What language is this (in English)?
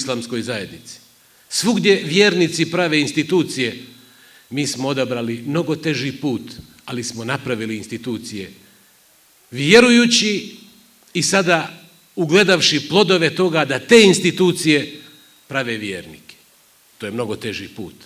Bosnian